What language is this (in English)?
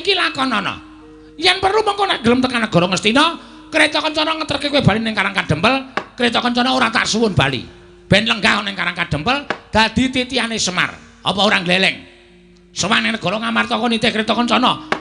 Javanese